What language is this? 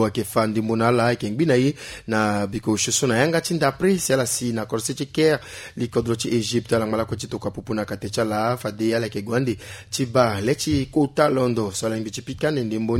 Sango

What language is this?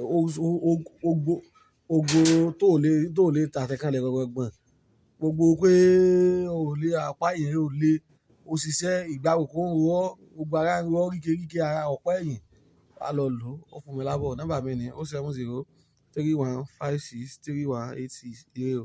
Yoruba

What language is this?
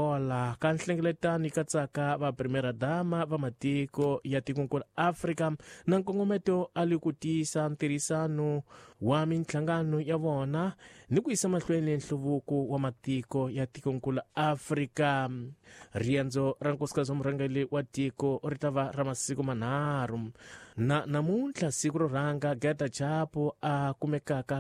Tsonga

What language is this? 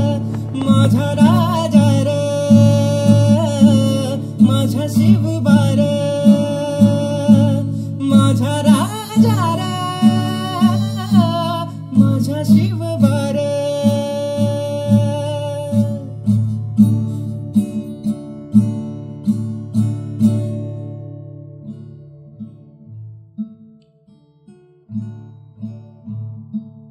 Marathi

